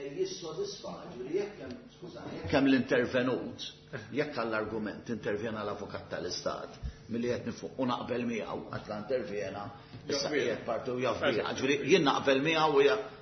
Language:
Maltese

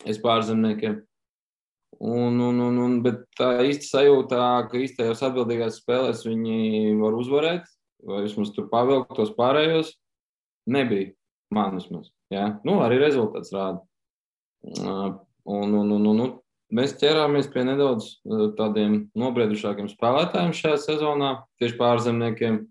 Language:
Latvian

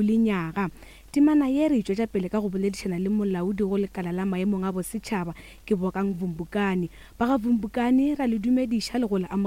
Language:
Northern Sotho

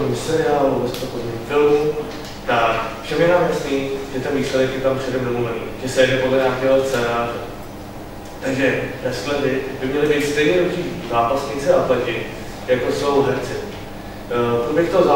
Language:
Czech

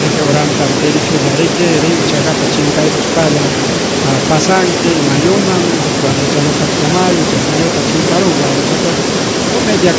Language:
Ayacucho Quechua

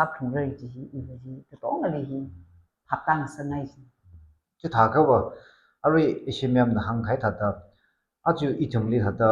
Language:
Tangkhul Naga (India)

